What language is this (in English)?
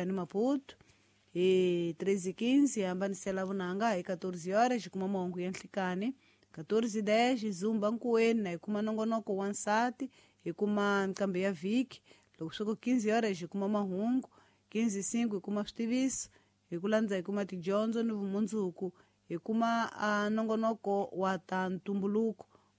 Tsonga